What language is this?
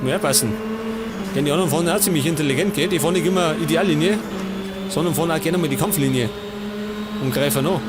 Bavarian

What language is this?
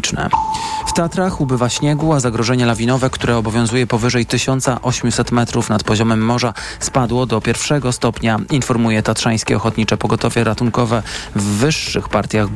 Polish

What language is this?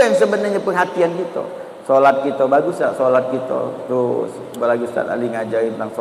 Musi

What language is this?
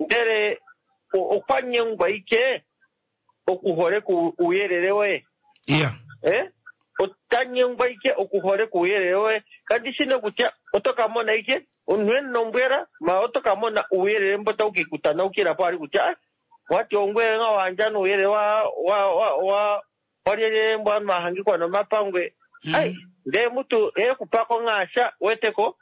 Kuanyama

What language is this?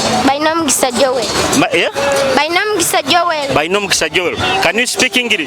Nyoro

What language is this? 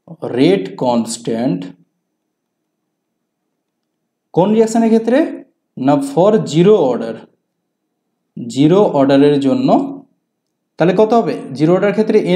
Bangla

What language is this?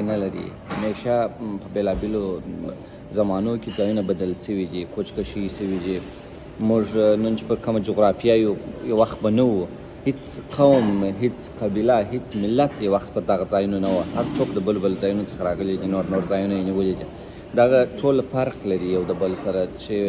Pashto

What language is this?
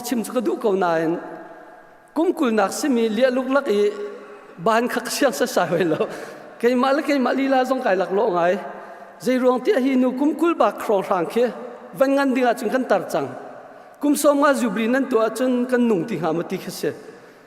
Hakha Chin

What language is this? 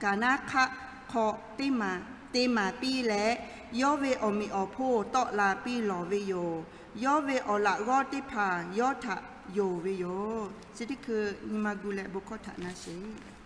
Lahu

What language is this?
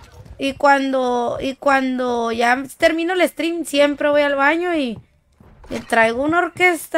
Spanish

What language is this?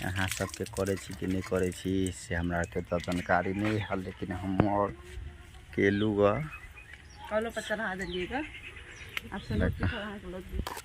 Maithili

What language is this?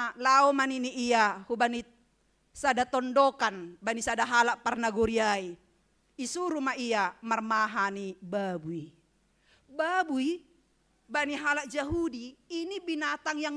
Batak Simalungun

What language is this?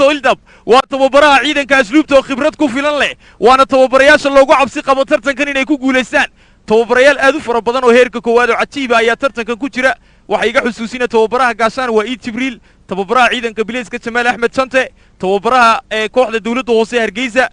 Somali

